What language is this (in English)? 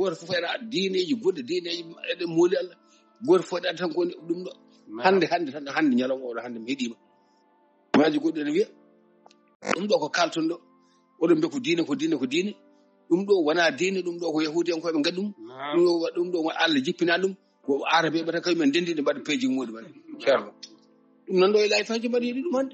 Fula